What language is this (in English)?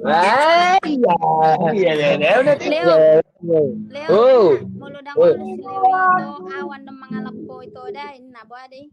Batak Toba